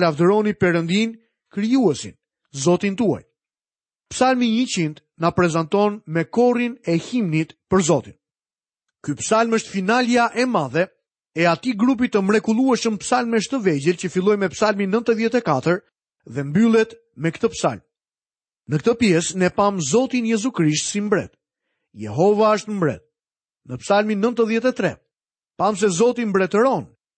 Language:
Albanian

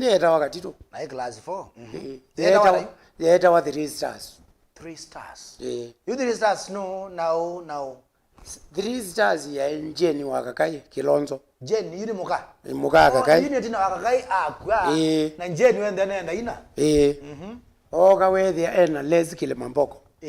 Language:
Kamba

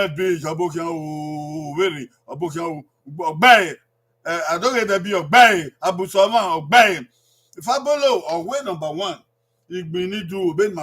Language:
Bini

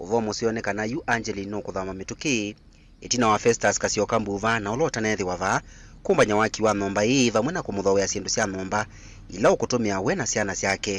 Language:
Kamba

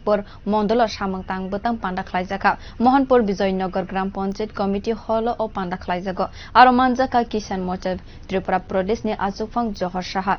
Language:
Kok Borok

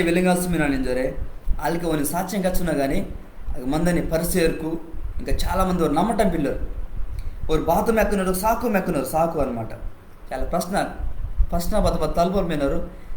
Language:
Koya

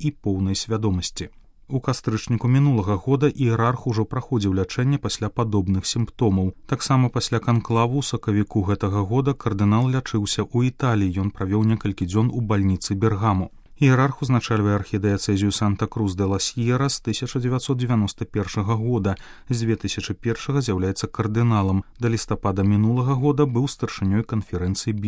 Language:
Belarusian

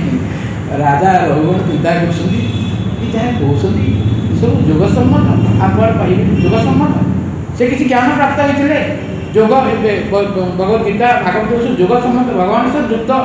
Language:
Odia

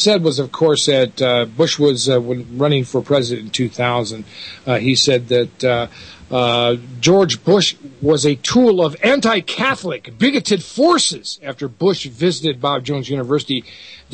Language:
English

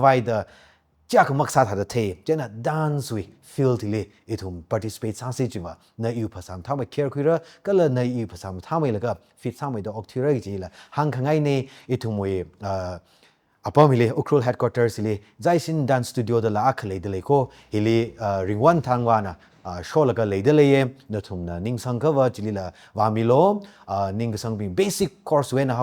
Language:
Tangkhul Naga (India)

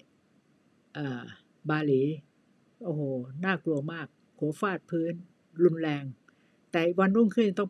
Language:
Thai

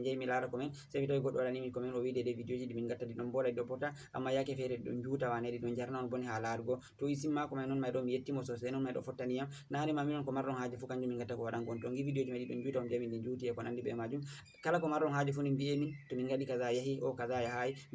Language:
Fula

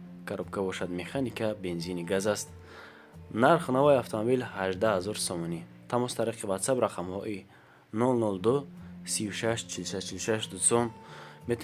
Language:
Tajik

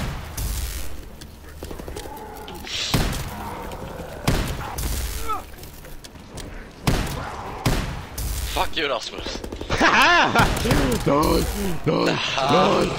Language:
Swedish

